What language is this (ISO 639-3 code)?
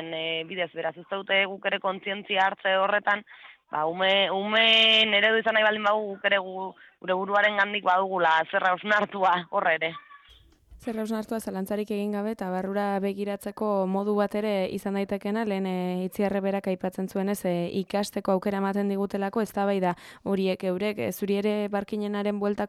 eus